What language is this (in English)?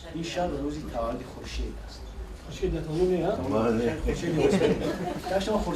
Tajik